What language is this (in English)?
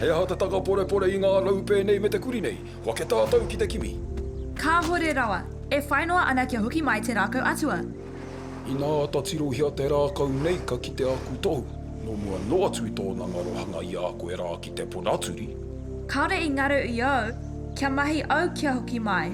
Māori